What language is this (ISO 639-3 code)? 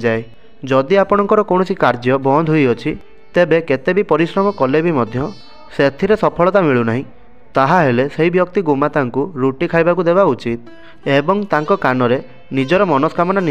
ori